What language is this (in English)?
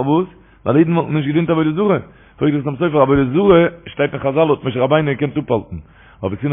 Yiddish